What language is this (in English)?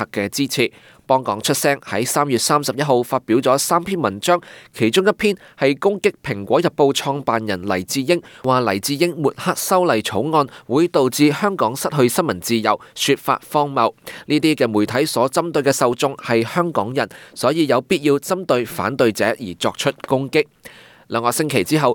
Cantonese